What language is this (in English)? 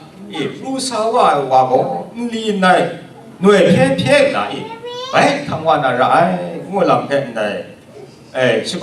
Kachin